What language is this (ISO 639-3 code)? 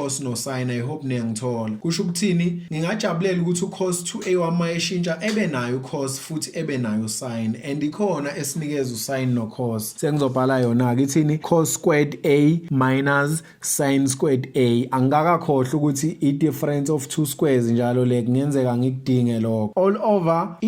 zul